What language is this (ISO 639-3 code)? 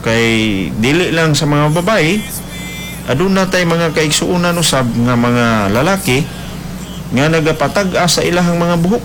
ceb